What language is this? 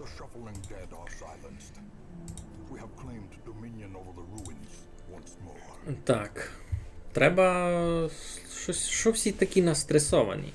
Rusyn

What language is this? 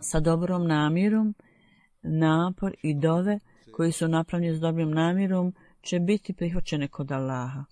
Croatian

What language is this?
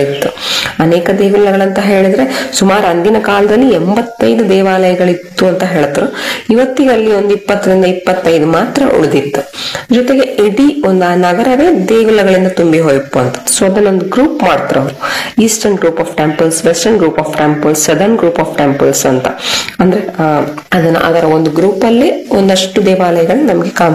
Kannada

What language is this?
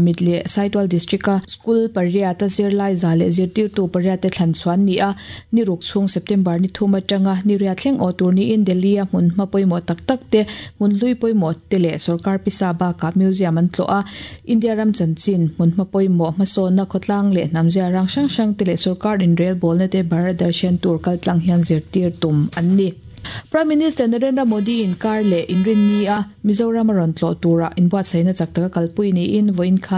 Mizo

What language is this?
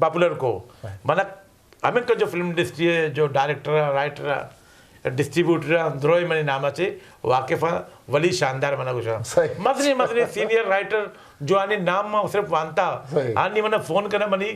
Eastern Balochi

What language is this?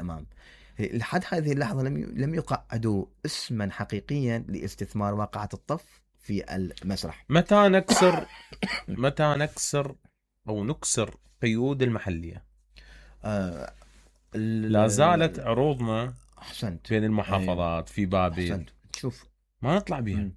Mesopotamian Arabic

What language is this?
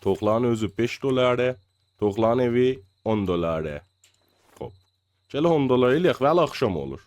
South Azerbaijani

